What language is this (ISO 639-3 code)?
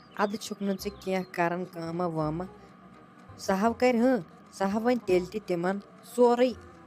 kas